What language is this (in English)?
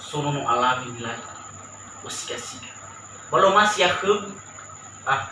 Nias